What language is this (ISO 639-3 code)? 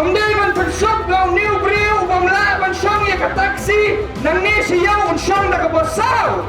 kha